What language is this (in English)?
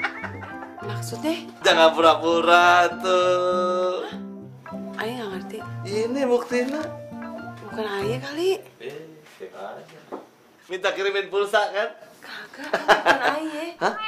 Indonesian